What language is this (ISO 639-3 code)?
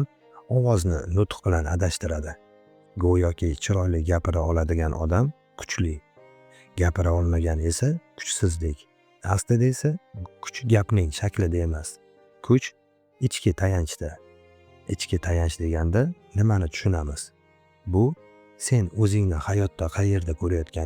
uzb